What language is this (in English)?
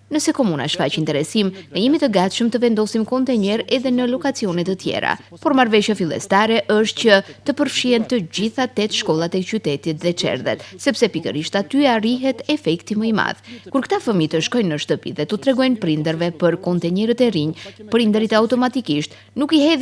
Albanian